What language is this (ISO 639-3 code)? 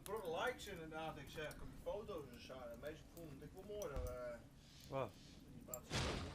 fry